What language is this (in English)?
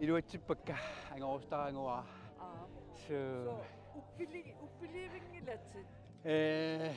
Kalaallisut